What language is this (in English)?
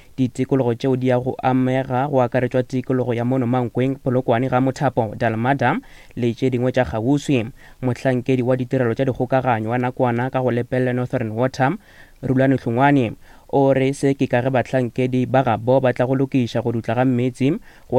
Northern Sotho